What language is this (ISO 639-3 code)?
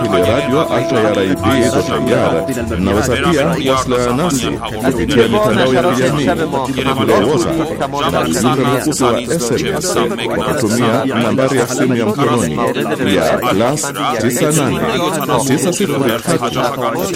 swa